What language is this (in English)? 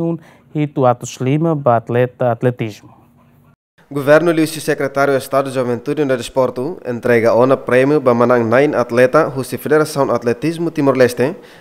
Tetum